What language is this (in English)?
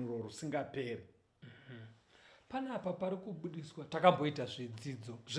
Shona